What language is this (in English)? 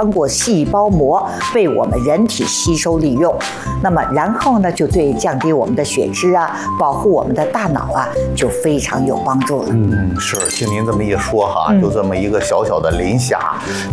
Chinese